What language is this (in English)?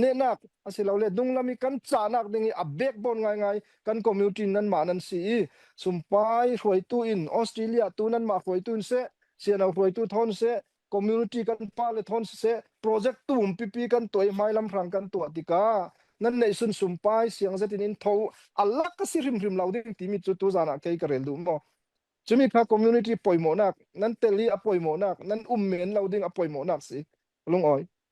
Falam Chin